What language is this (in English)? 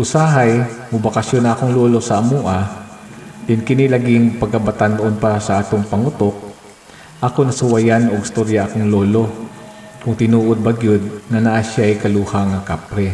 Cebuano